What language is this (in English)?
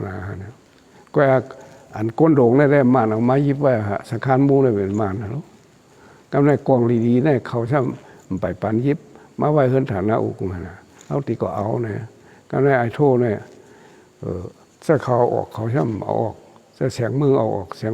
Shan